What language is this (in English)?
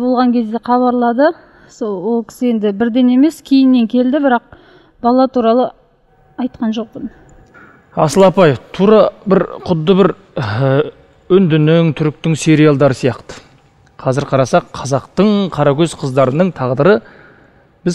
Kazakh